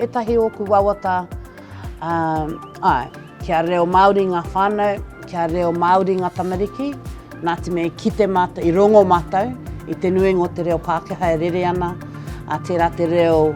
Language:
Māori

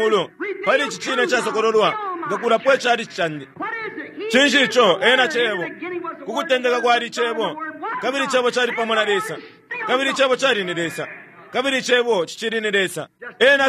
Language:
Bemba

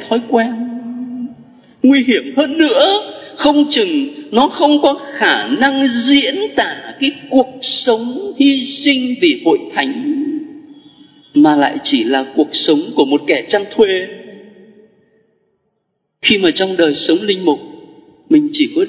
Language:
Vietnamese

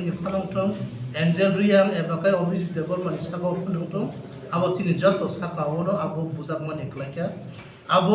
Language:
Kok Borok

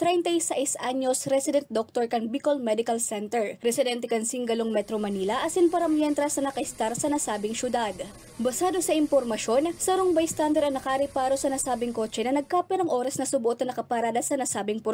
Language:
Bikol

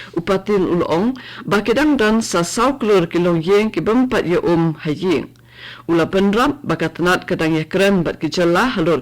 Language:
Khasi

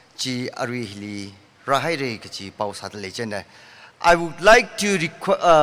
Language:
Tangkhul Naga (India)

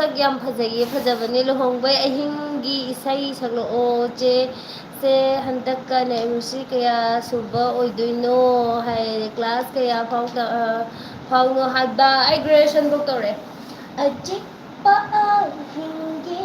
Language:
Manipuri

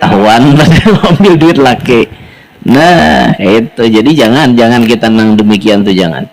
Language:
Banjar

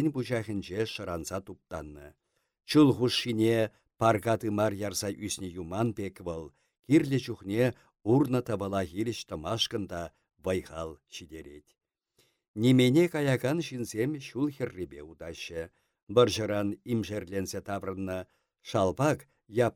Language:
Chuvash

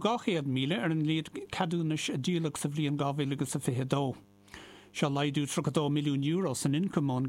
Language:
Irish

